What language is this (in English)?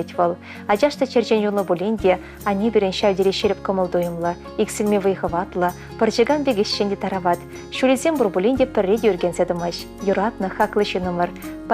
Chuvash